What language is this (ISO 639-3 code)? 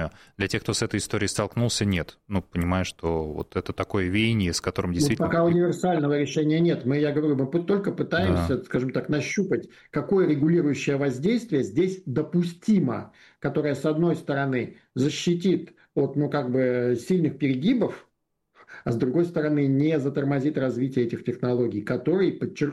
rus